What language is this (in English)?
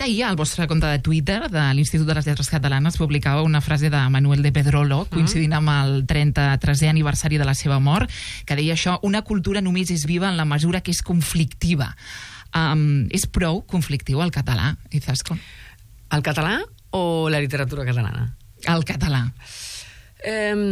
Catalan